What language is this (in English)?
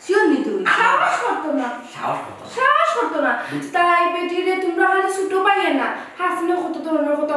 Sylheti